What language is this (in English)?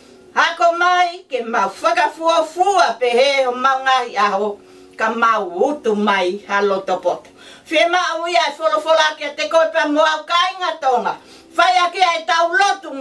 Tongan